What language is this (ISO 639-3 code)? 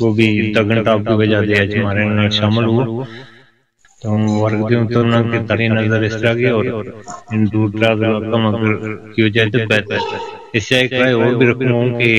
gju